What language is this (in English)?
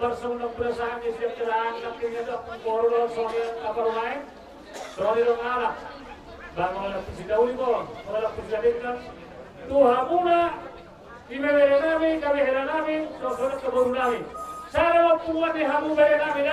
Batak Toba